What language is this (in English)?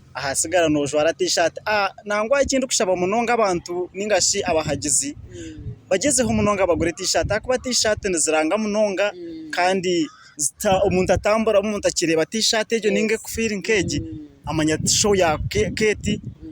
Nyankole